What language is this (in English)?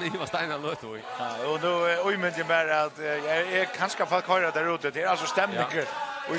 Faroese